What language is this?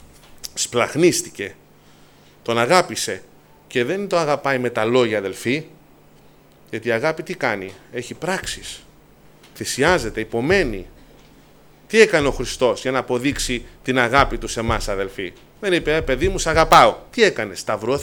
Greek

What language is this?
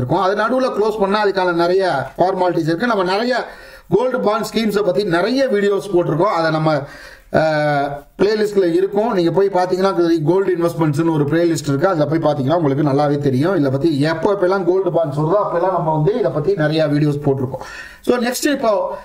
Tamil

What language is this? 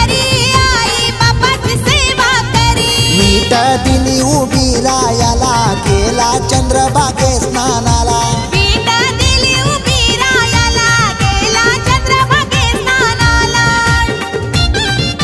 Marathi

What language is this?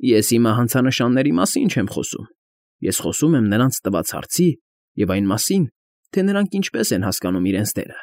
Armenian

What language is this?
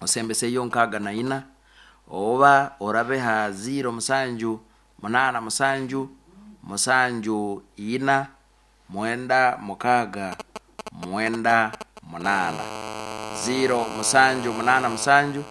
Nyankole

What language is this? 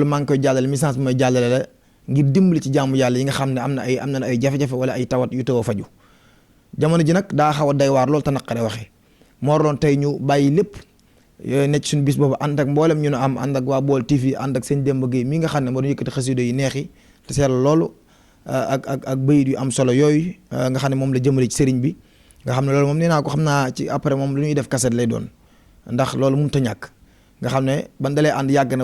Wolof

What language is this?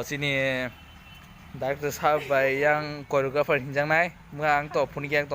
Kok Borok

